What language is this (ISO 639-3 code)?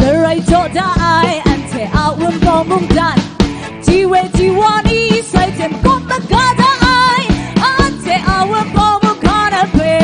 kac